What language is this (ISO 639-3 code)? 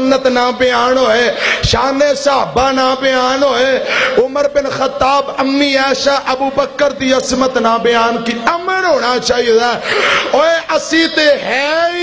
lah